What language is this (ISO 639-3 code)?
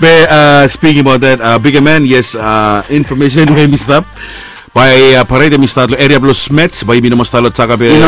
bis